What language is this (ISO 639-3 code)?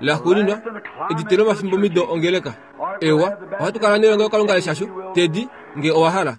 kua